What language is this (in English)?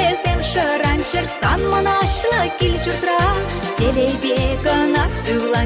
Chuvash